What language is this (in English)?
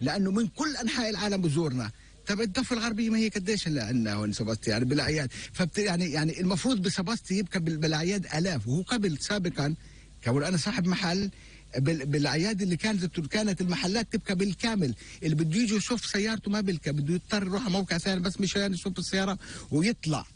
North Levantine Arabic